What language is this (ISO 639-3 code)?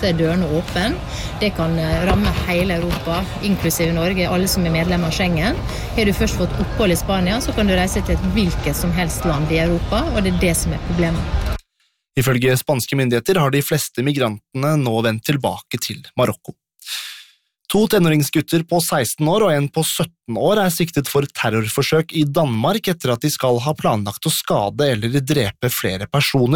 nor